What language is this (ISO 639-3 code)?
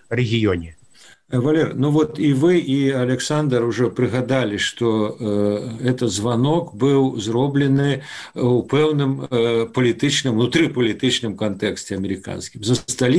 bel